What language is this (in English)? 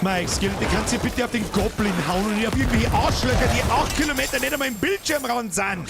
Bavarian